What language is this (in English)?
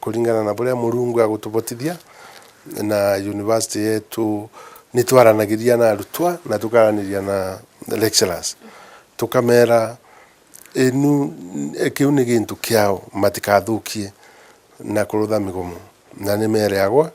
Meru